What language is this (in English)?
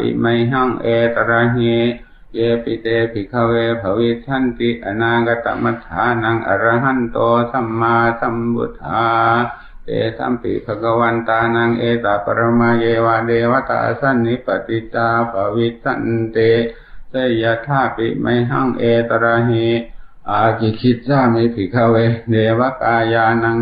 Pali